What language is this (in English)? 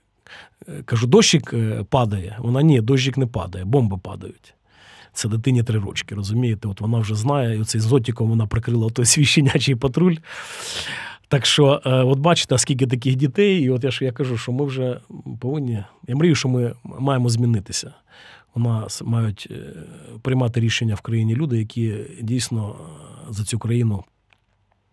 Ukrainian